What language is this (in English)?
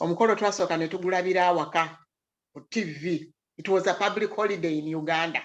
Ganda